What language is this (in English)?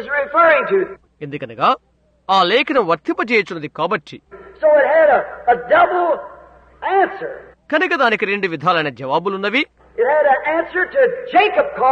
Telugu